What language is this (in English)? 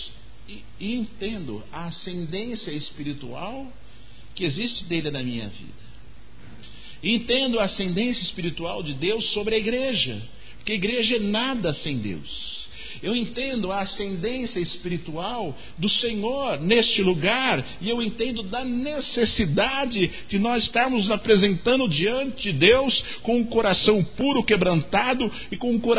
Portuguese